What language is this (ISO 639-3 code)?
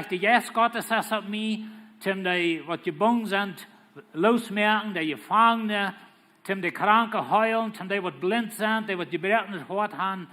pdt